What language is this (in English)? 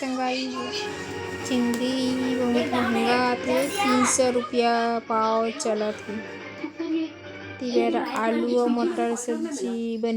Chhattisgarhi